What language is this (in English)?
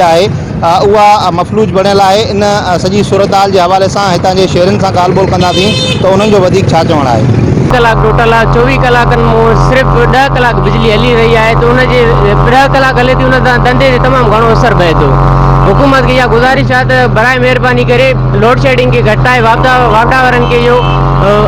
Sindhi